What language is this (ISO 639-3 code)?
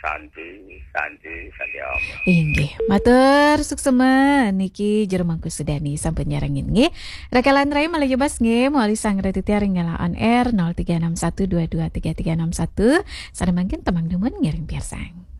ban